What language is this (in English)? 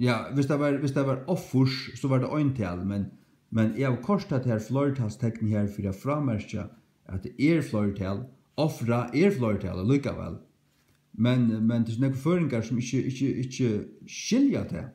Faroese